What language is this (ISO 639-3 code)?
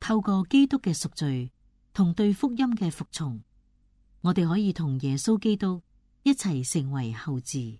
yue